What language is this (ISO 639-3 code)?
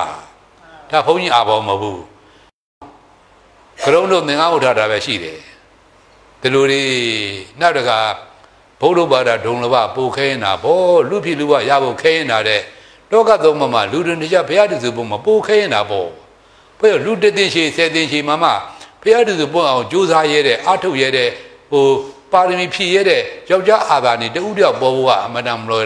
mya